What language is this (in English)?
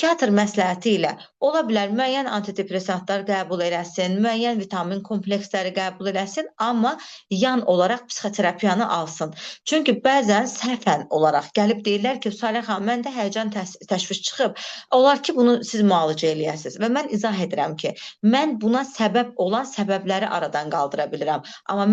Azerbaijani